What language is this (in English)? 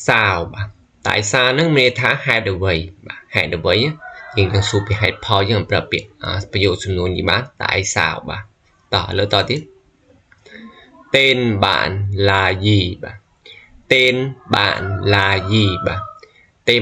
Khmer